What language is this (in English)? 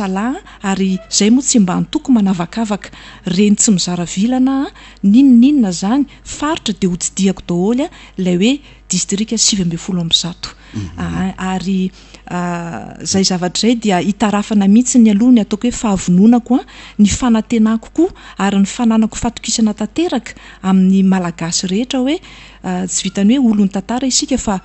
Malagasy